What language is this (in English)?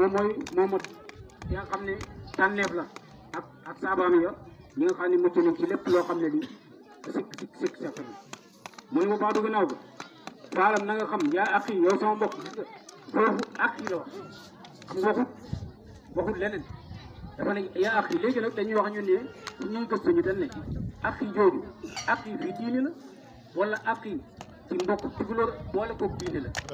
Wolof